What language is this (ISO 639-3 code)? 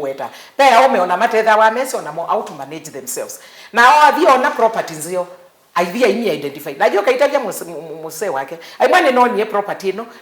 kam